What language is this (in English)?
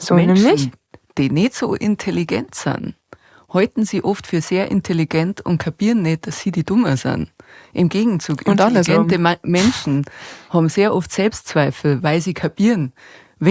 Bavarian